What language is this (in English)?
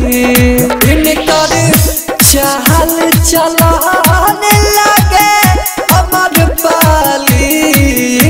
Bhojpuri